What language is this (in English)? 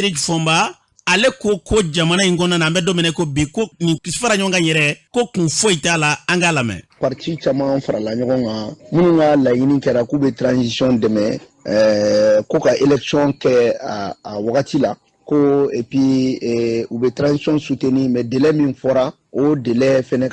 Bambara